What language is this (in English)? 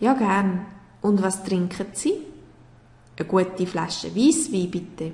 Swiss German